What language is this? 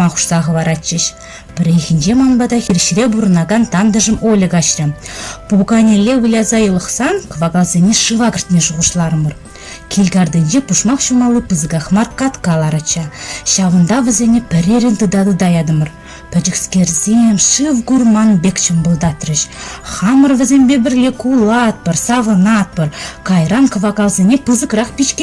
Chuvash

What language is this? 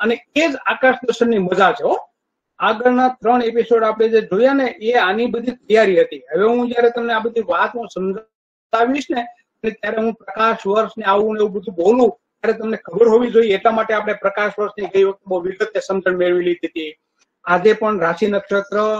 Gujarati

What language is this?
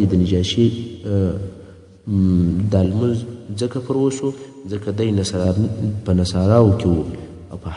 Pashto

